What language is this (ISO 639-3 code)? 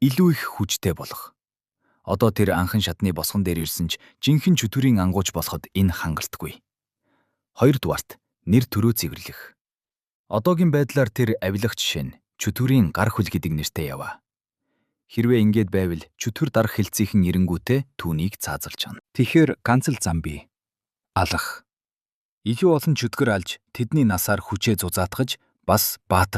mon